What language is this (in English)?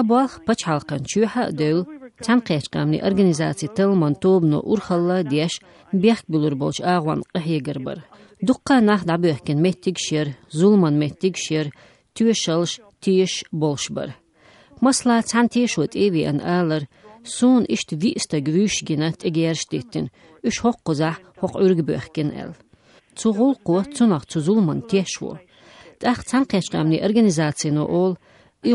Chechen